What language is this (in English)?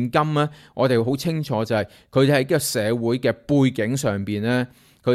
Cantonese